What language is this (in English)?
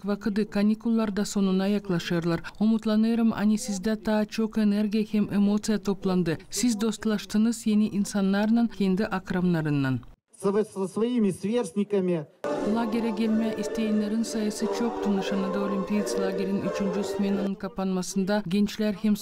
Gagauz